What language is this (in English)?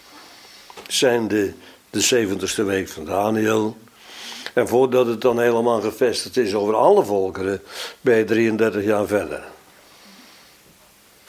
Dutch